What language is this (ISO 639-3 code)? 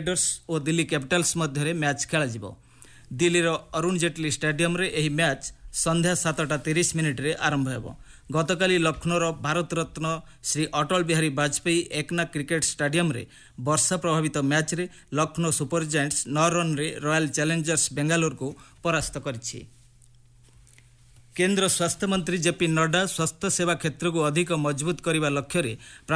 ori